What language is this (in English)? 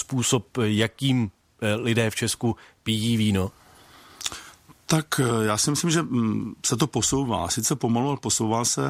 Czech